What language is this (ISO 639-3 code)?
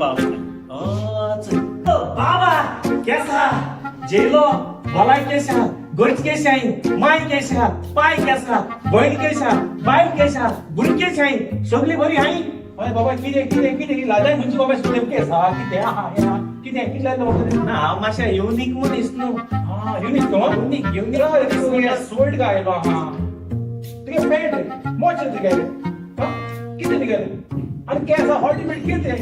kok